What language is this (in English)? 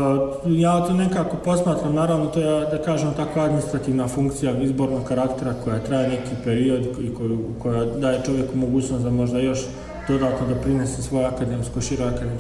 Bosnian